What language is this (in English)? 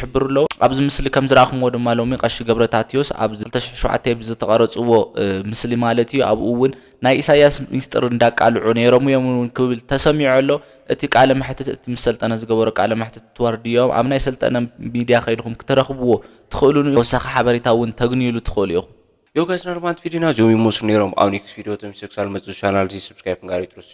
Tigrinya